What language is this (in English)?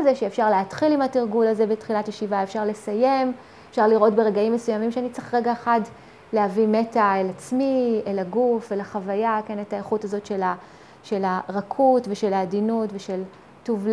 Hebrew